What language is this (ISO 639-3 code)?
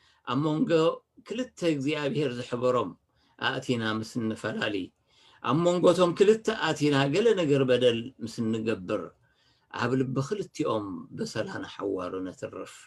tir